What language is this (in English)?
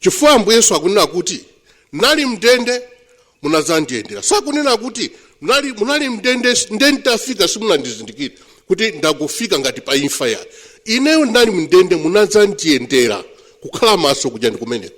Nyanja